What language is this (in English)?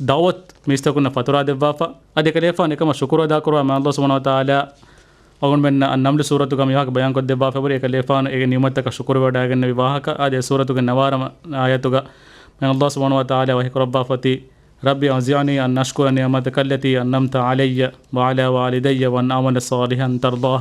Divehi